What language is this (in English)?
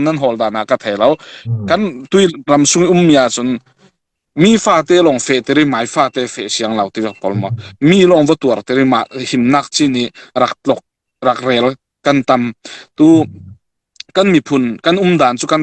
Falam Chin